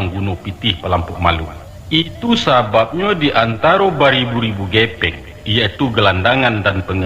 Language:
Minangkabau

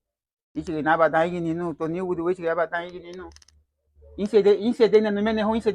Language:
Garifuna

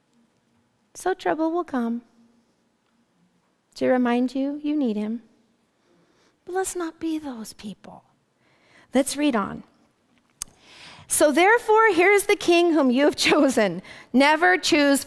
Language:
English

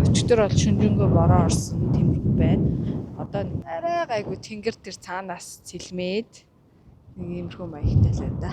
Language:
Mongolian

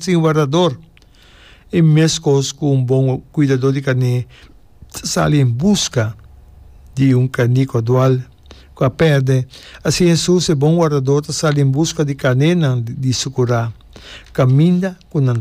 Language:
Papiamento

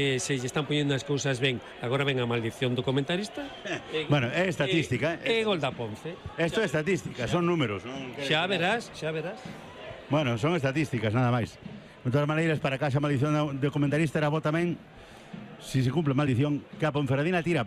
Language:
Galician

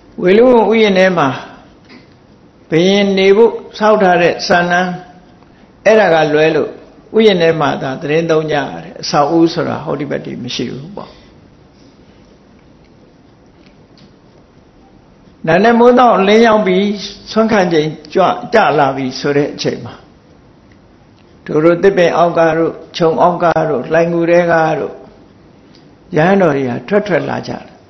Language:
Burmese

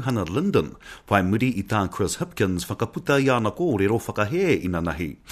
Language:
Māori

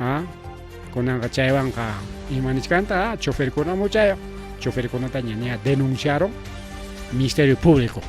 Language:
Ayacucho Quechua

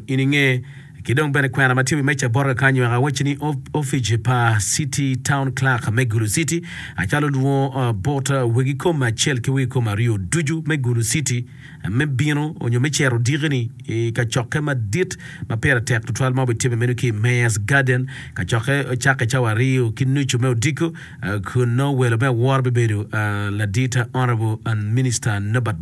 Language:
Acoli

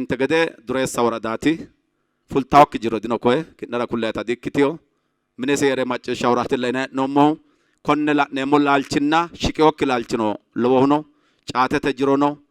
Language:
Sidamo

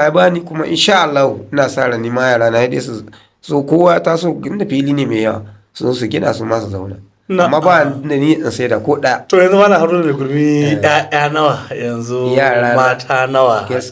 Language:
Hausa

